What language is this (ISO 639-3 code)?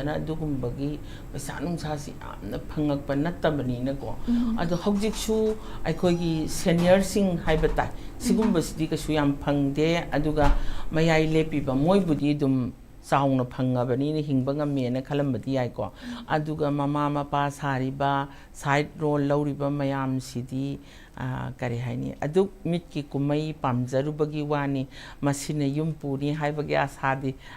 mni